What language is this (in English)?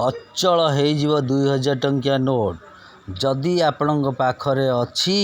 Odia